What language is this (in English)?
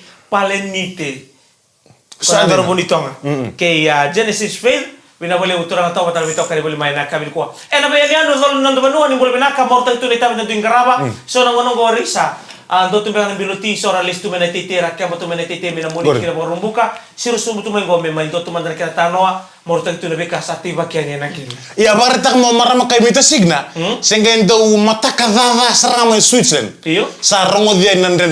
Fijian